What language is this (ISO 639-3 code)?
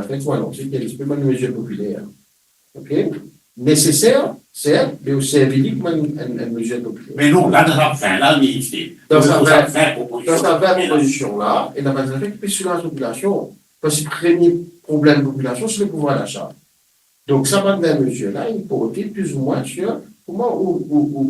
mfe